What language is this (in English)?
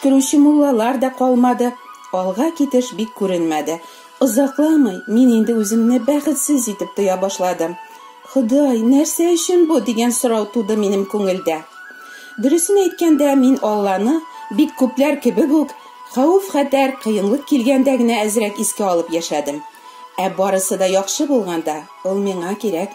Tatar